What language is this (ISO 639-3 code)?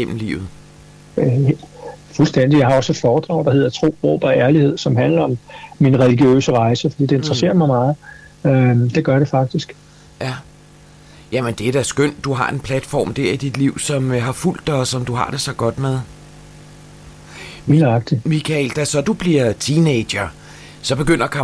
dan